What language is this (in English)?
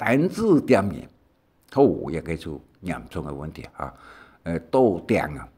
Hakka Chinese